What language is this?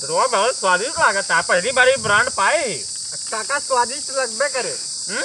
Awadhi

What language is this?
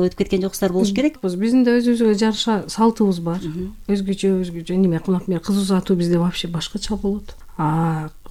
Kyrgyz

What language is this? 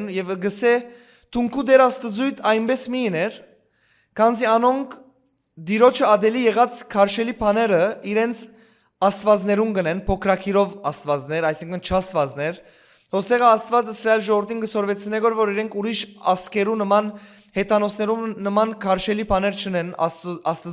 Western Armenian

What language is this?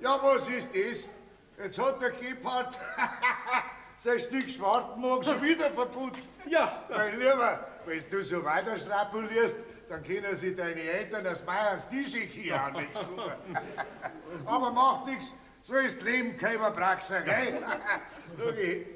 Bavarian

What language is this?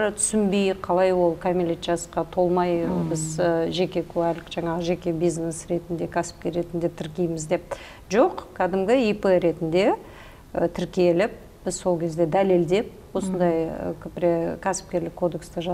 Kazakh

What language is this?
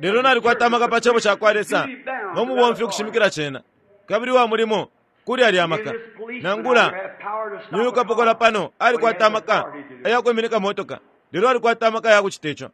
Bemba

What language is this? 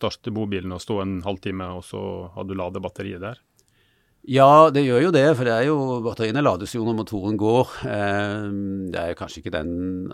Norwegian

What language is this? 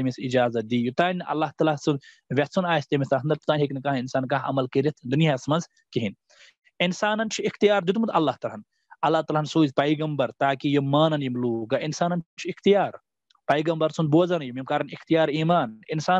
Kashmiri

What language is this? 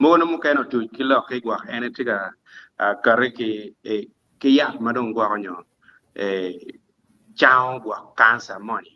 Acoli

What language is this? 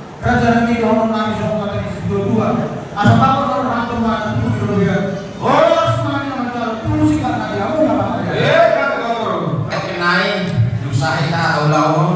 Batak Toba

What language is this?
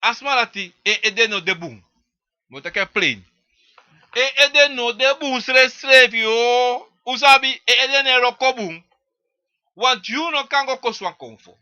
Sranan Tongo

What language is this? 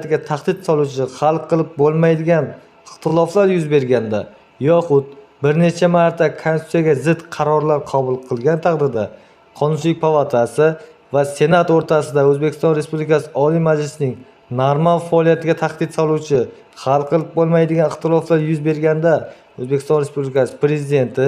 Uzbek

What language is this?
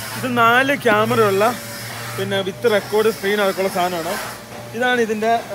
Malayalam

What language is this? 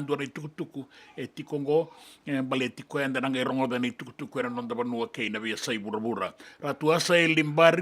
Fijian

